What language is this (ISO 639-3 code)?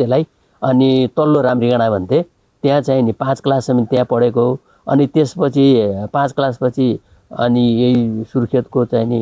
nep